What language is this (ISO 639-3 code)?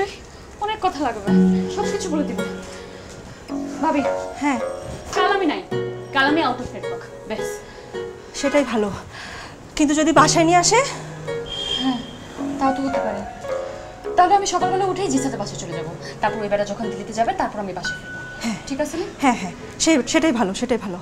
ben